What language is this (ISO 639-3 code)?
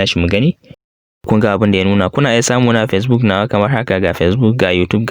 hau